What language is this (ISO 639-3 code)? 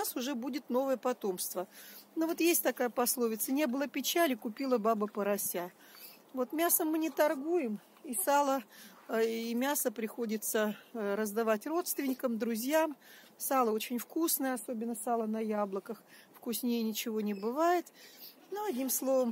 rus